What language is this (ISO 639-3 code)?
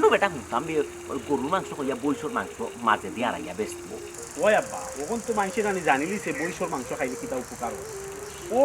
syl